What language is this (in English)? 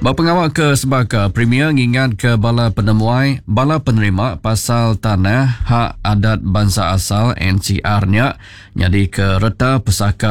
Iban